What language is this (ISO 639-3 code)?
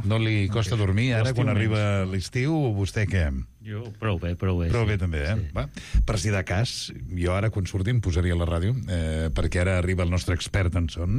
cat